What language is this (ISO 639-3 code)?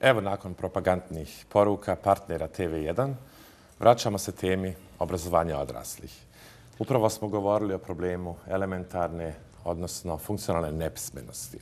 bos